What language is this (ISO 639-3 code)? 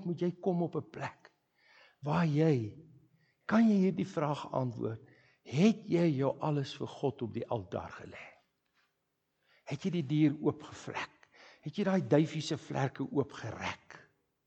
afr